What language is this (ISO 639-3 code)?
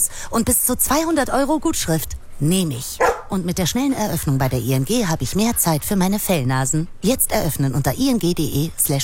deu